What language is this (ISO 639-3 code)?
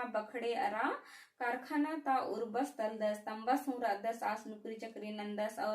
kru